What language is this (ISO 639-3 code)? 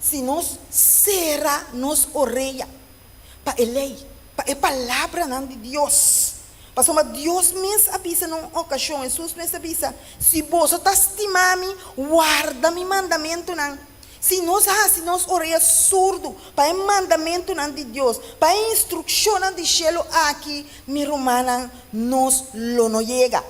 pap